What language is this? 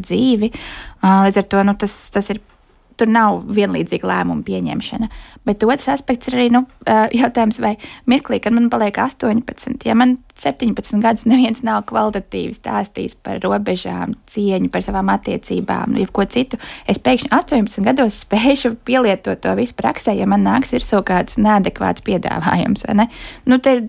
Latvian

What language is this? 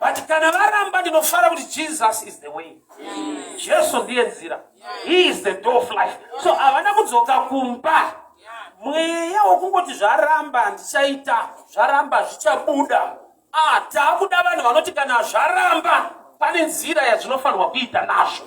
Shona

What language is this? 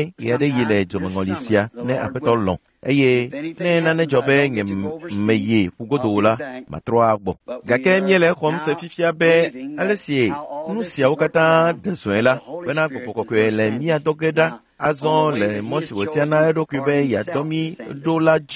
Ewe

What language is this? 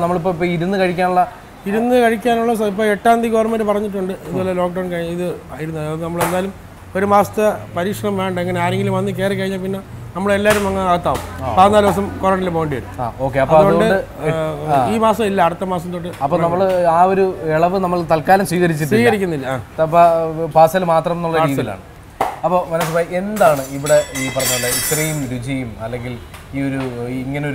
Malayalam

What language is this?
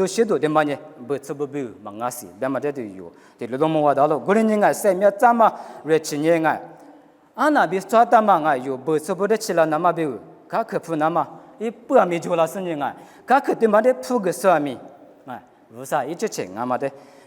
Lisu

